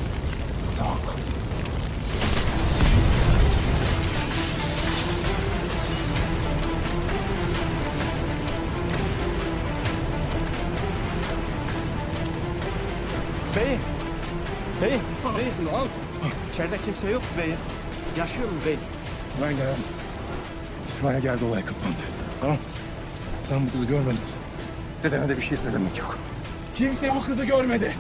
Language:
Turkish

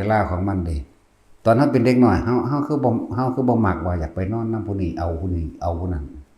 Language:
Northeastern Thai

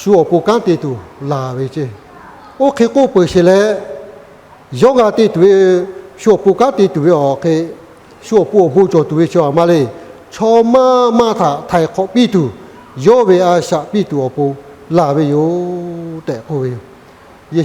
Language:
Lahu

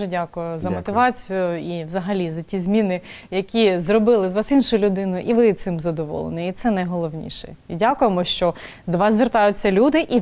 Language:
Ukrainian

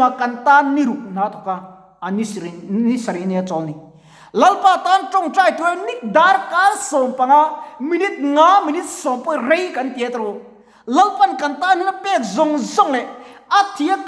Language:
Mizo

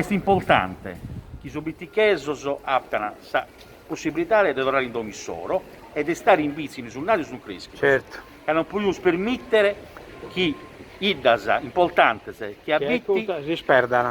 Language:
Sardinian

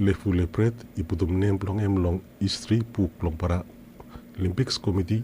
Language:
Bislama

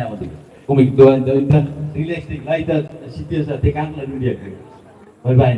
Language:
Tetum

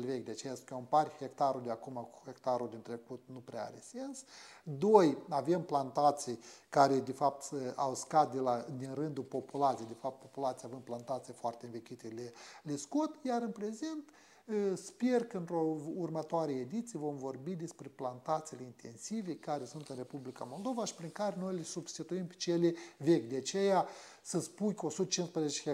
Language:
Romanian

